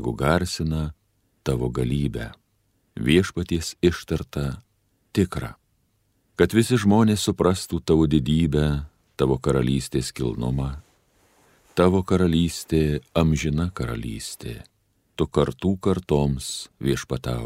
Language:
Lithuanian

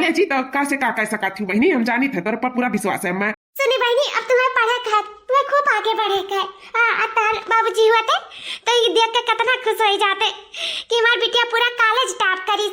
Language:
Awadhi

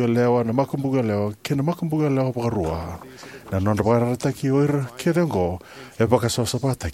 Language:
Fijian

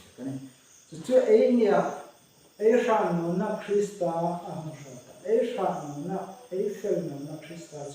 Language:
Hmar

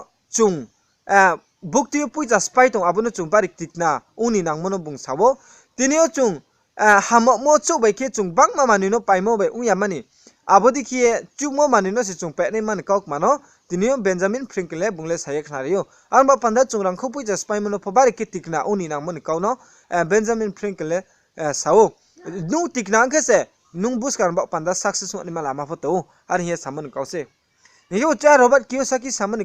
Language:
Riang (India)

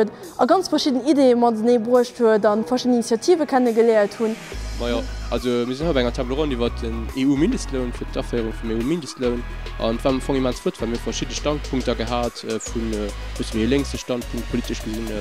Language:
Luxembourgish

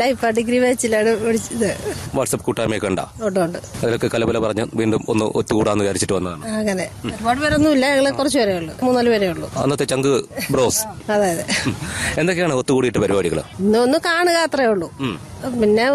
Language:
Malayalam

